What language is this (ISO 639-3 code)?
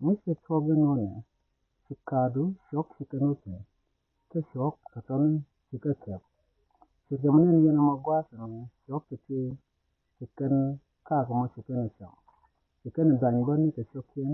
nus